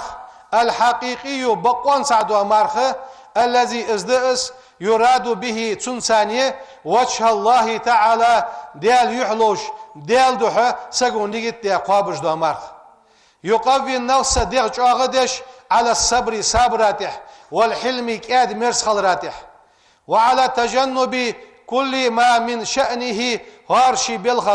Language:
Ingush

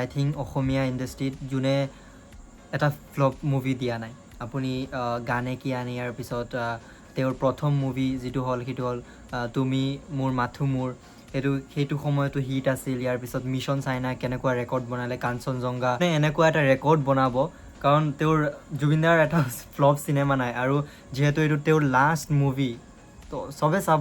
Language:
Assamese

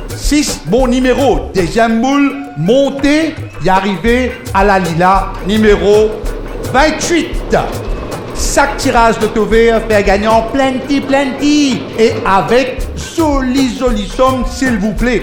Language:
Morisyen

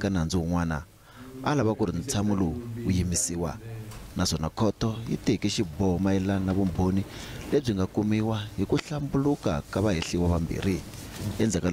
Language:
Tsonga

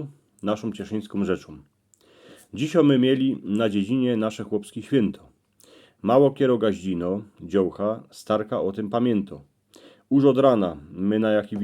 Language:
Silesian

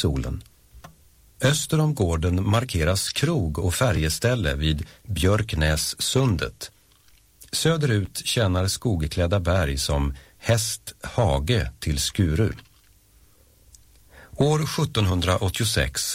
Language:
Swedish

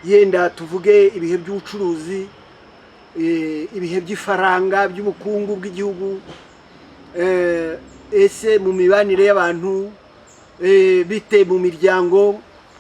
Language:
Kinyarwanda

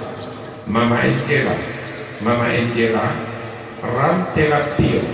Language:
Toraja-Sa'dan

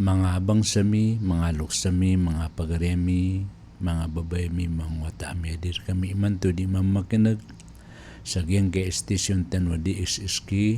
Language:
Maranao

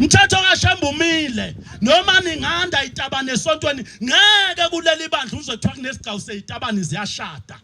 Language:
Zulu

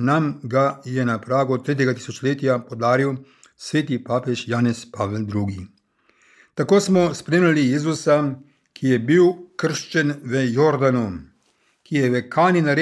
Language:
Slovenian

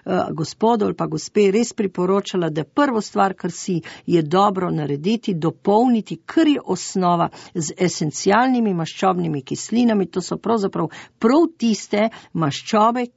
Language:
Slovenian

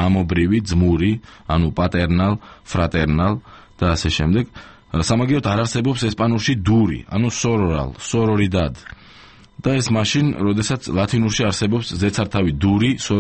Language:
Georgian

